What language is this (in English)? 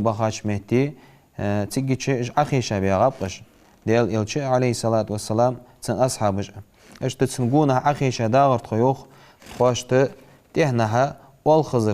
Ingush